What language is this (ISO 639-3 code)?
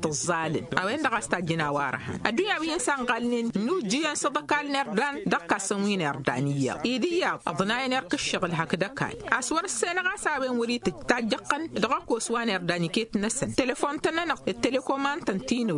taq